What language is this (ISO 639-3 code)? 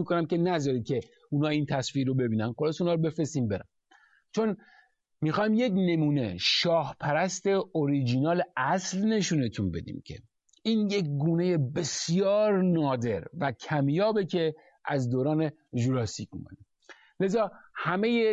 fas